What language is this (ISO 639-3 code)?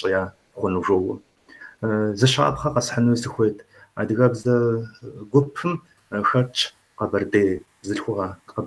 kbd